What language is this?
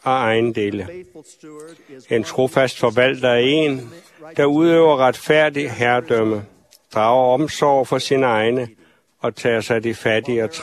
Danish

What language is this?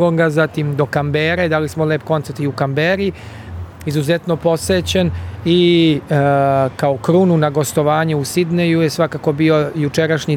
Serbian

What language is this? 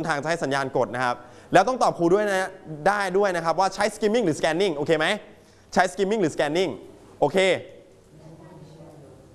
Thai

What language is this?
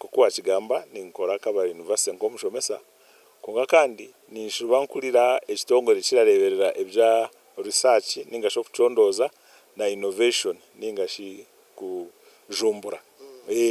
Nyankole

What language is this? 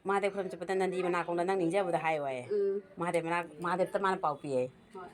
Manipuri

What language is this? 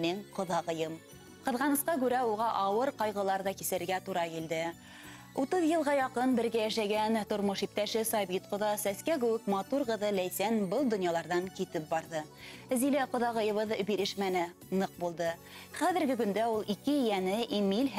Bashkir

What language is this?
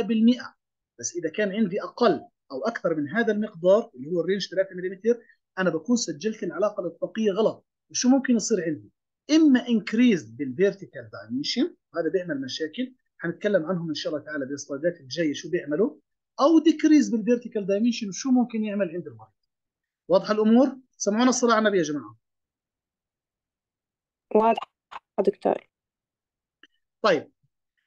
South Levantine Arabic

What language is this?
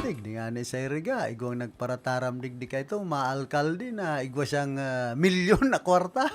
Bikol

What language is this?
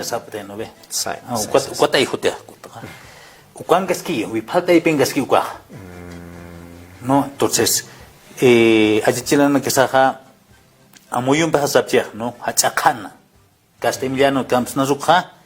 Aymara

